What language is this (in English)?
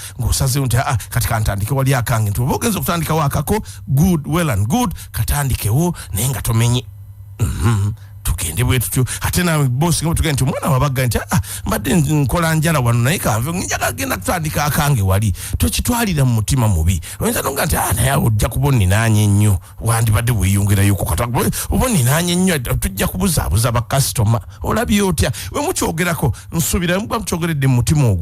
Ganda